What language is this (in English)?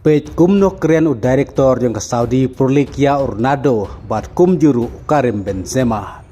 Khasi